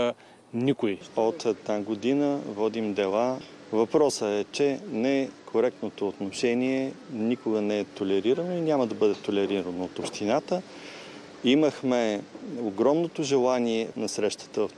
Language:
Bulgarian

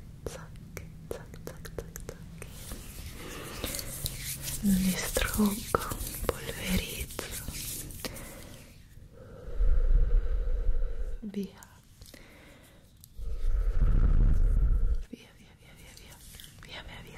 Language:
Italian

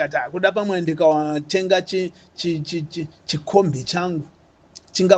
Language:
Shona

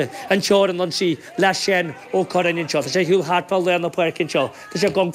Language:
Irish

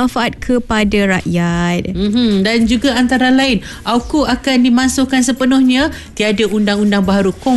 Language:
Malay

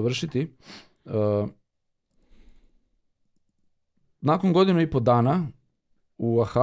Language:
Serbian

